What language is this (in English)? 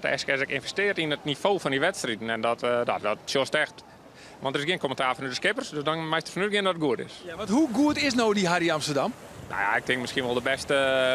Western Frisian